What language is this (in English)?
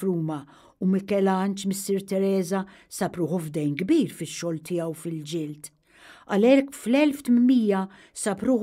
Maltese